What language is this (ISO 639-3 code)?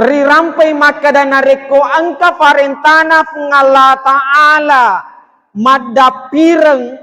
bug